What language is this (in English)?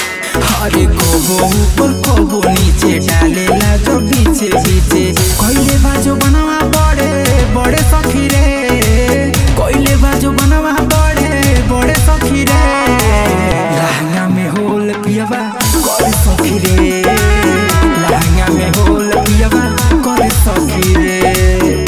Bhojpuri